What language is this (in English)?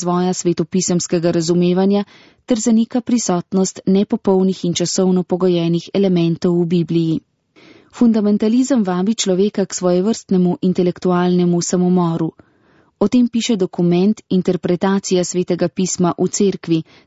Slovenian